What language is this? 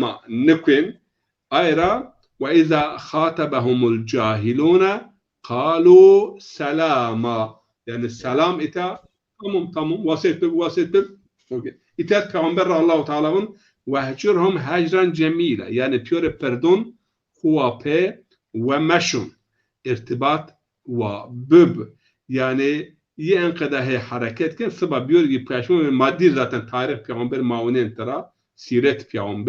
Zaza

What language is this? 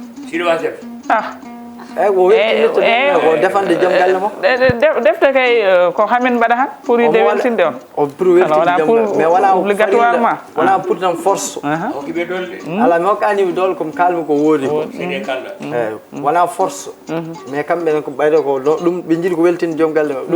Fula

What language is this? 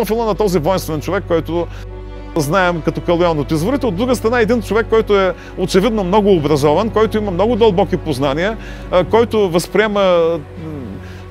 Bulgarian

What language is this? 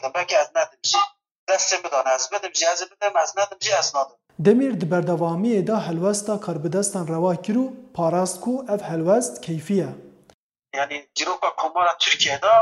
Kurdish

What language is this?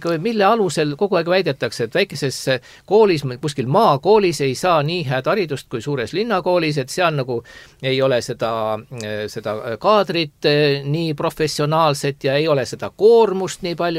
Estonian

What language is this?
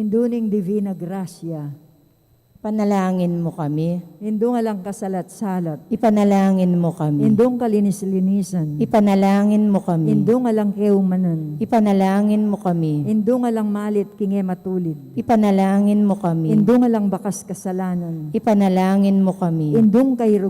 Pampanga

